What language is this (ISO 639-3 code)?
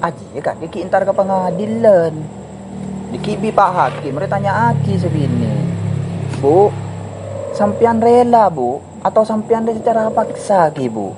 mad